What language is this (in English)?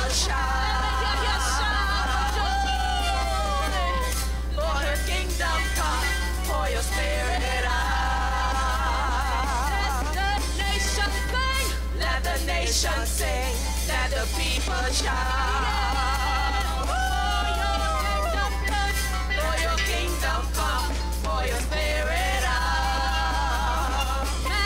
English